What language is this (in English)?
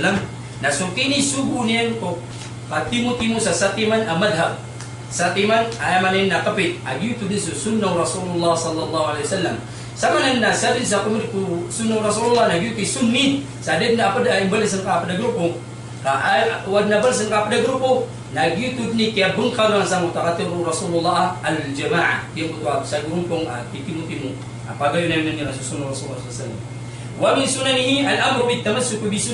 Maranao